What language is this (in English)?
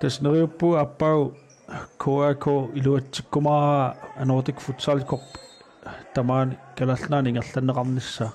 Kalaallisut